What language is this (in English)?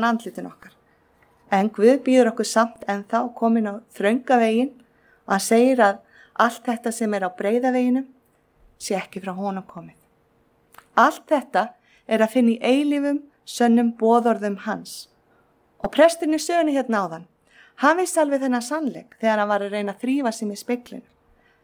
Icelandic